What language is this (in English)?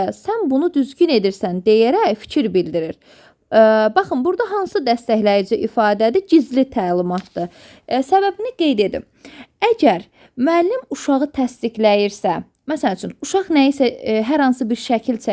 Azerbaijani